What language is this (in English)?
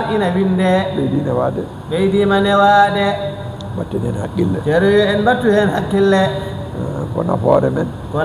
Fula